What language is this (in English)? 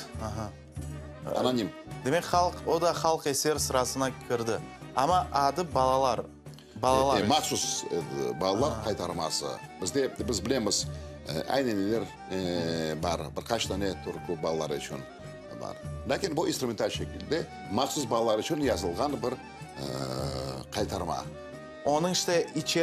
Crimean Tatar